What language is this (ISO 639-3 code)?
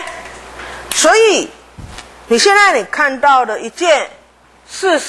zho